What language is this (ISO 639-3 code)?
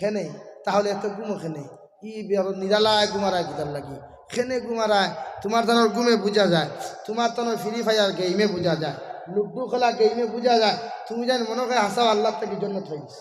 syl